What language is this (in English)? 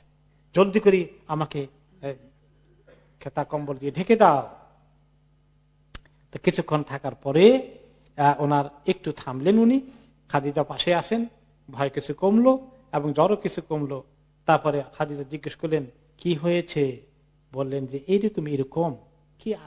Bangla